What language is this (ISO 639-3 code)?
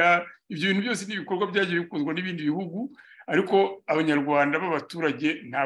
kin